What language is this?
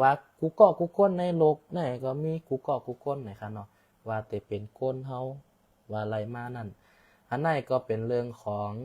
Shan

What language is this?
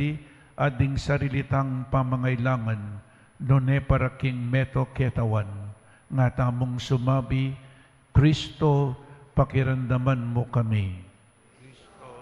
Pampanga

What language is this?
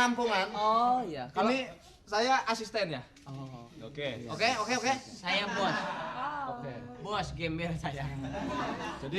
Betawi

